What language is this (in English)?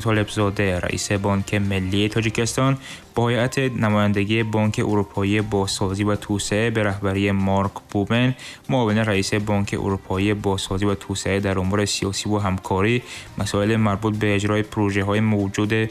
Tajik